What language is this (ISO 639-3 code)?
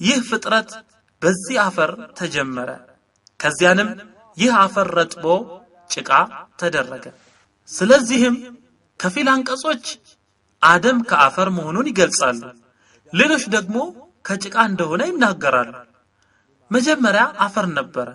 amh